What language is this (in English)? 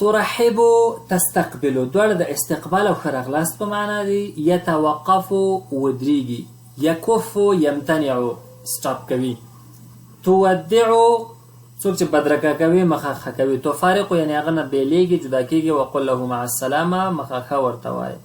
Pashto